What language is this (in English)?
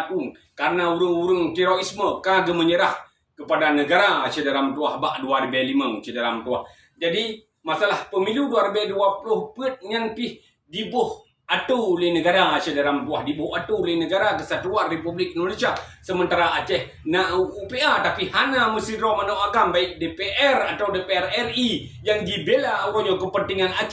Achinese